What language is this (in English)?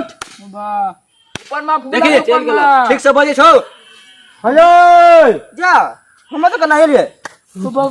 Maithili